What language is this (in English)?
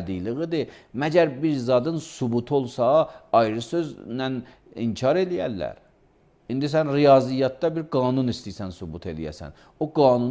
Azerbaijani